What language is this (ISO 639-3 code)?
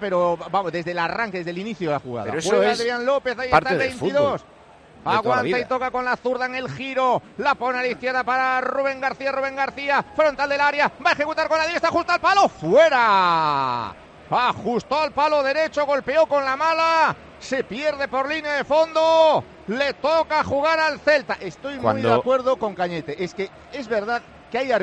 spa